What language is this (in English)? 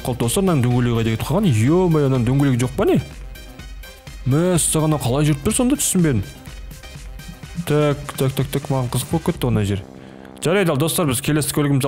Kazakh